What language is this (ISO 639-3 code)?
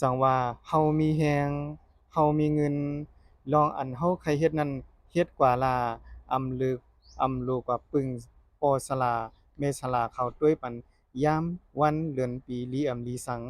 shn